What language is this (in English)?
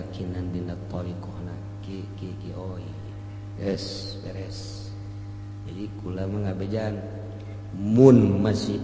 Sundanese